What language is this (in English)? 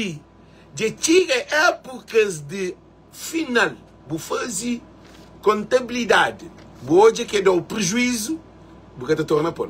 Kabuverdianu